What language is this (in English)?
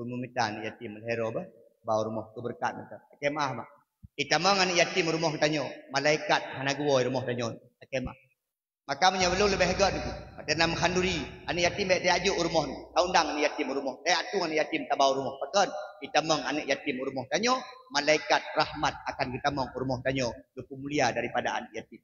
Achinese